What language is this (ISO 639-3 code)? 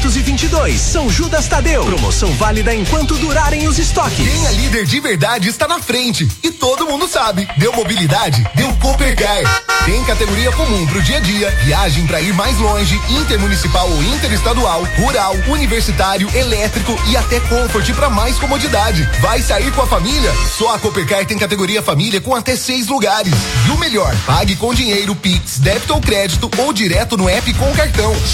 por